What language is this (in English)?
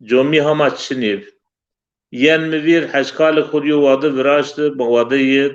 Zaza